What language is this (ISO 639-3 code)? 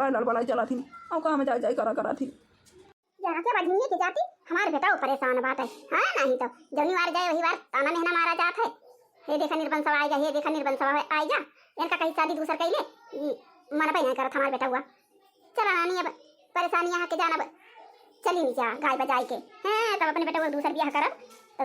awa